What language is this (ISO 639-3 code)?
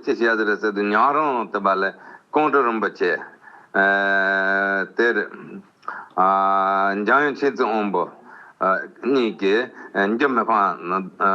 bod